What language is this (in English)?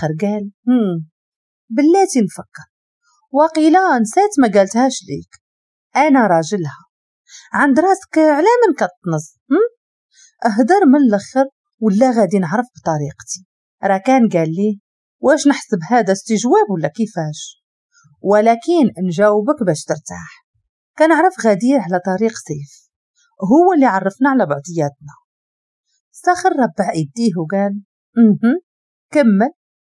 Moroccan Arabic